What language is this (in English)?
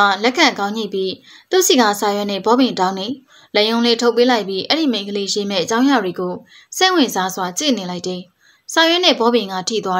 Burmese